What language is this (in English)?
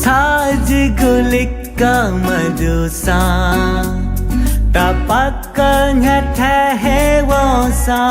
Newari